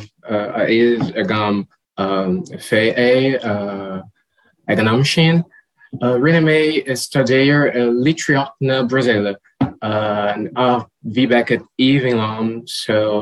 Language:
Irish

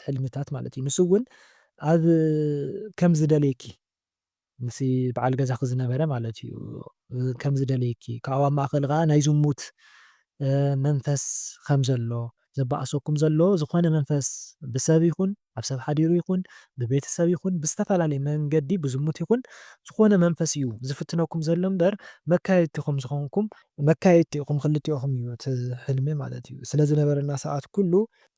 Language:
Tigrinya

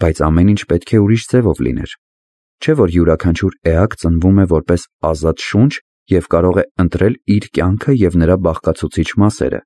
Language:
Armenian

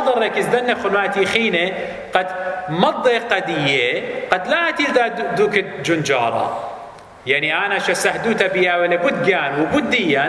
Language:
Assyrian Neo-Aramaic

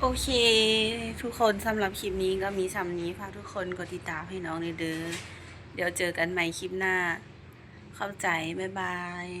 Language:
Lao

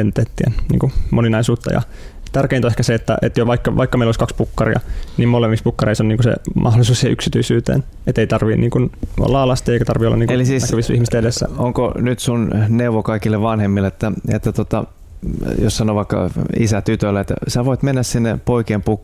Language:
Finnish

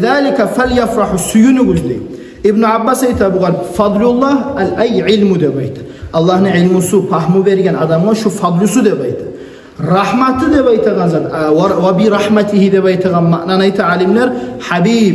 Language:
Kumyk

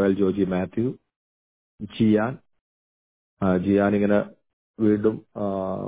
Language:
Malayalam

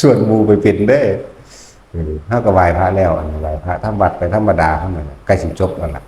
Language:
Northeastern Thai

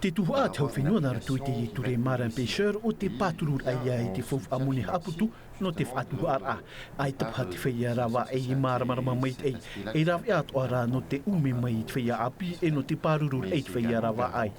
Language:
Tahitian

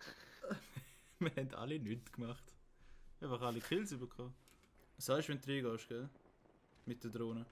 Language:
Swiss German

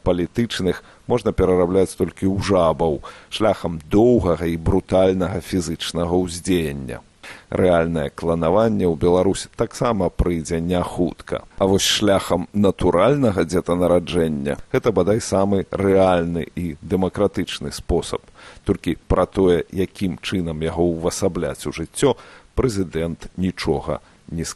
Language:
Belarusian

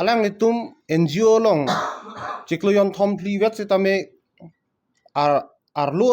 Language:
Karbi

